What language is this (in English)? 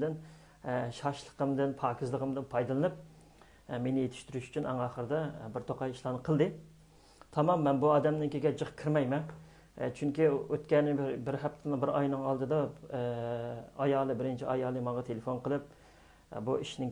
Uyghur